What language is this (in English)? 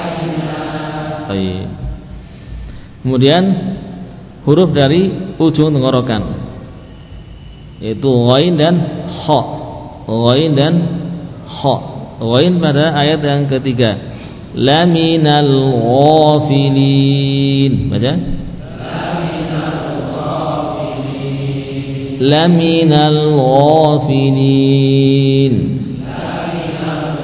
Indonesian